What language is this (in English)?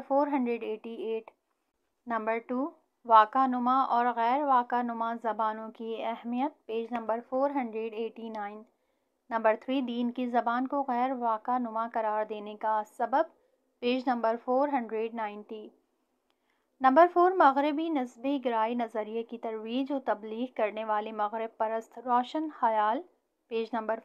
Urdu